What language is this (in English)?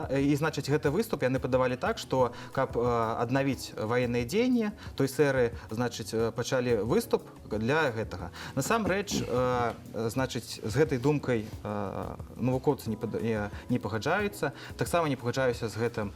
Belarusian